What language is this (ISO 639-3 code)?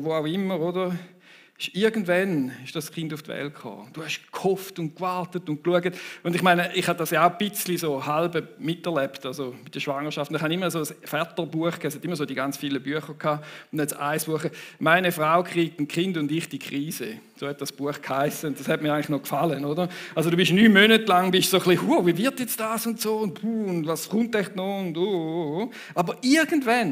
gsw